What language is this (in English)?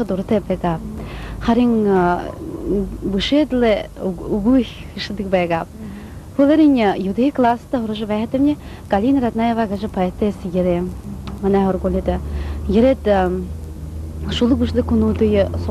Buriat